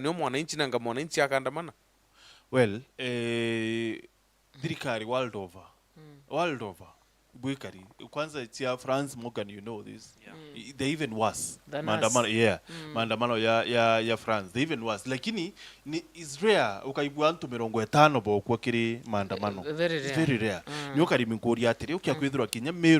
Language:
Meru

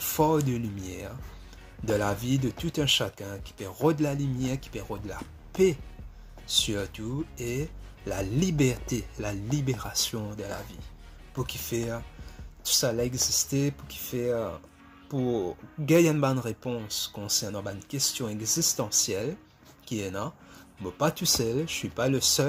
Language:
Morisyen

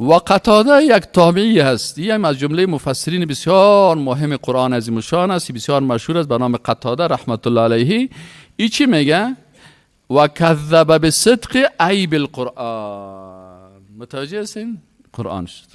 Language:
Persian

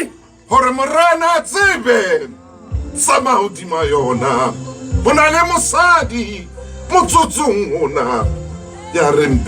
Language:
Southern Sotho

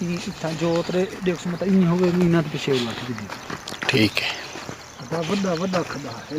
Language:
Saraiki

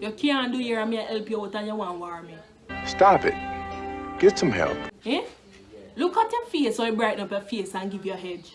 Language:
Jamaican Creole English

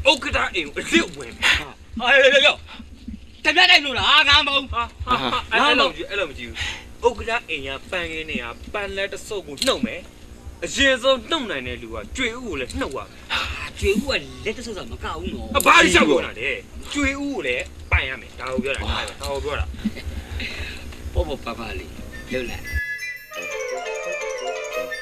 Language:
Burmese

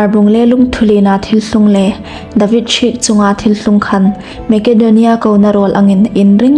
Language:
Hmar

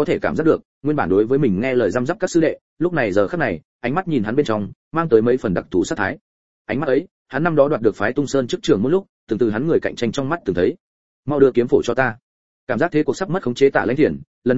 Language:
Vietnamese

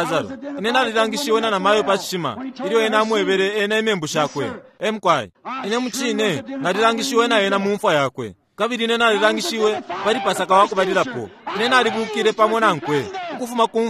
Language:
Bemba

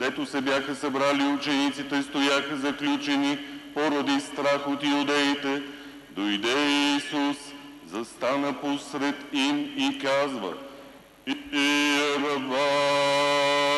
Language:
Bulgarian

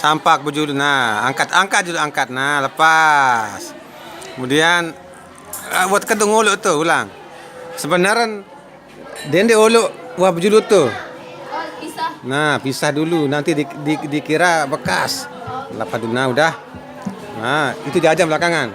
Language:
Sasak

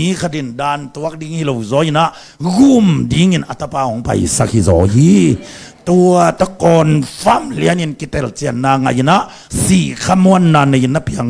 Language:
Tedim Chin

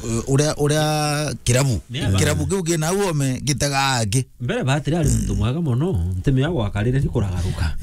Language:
Meru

